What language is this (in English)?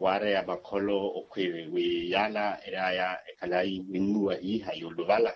Makhuwa